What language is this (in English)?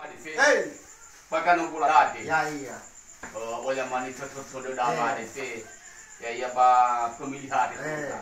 Nias